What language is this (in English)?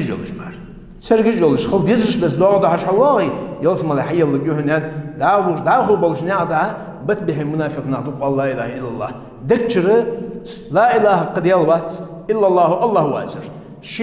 Ingush